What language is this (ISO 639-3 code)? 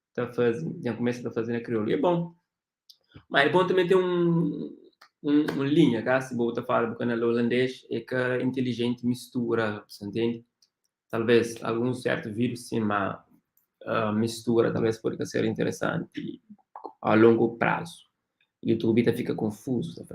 kea